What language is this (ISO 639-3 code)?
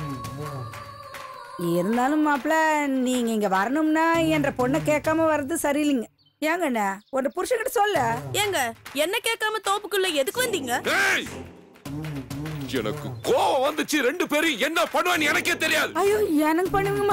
tam